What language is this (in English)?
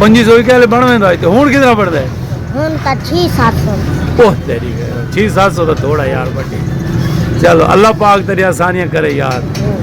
Saraiki